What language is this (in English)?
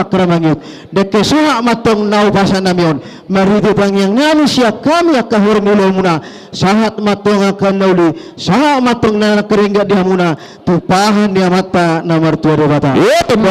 Batak Karo